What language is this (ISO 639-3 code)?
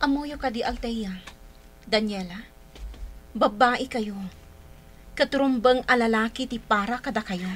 ilo